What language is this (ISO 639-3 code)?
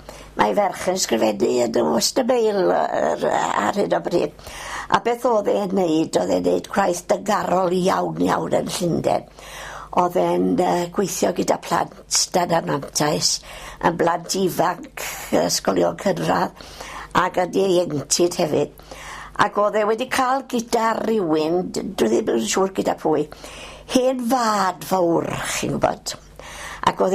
cym